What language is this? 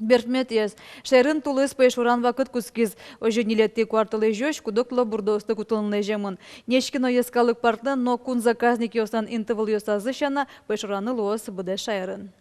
Udmurt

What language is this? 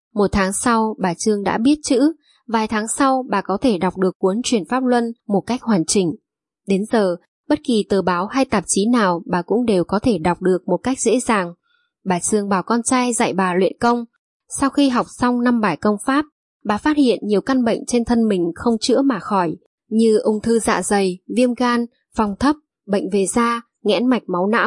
Vietnamese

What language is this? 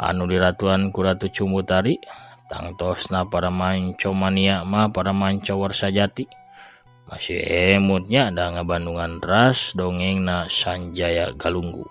Sundanese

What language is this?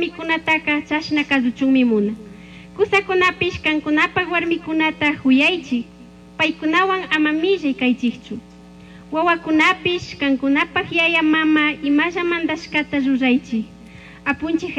Chimborazo Highland Quichua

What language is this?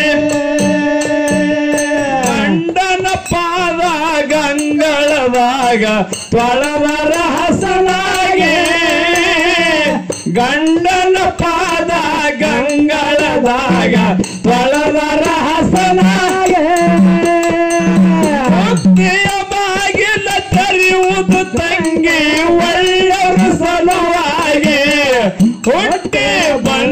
Kannada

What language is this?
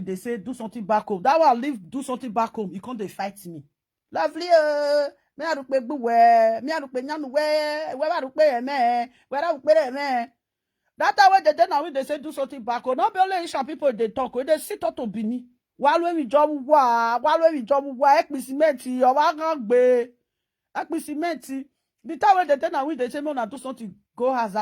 Nigerian Pidgin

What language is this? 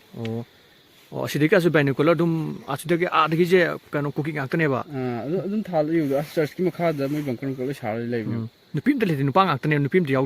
Manipuri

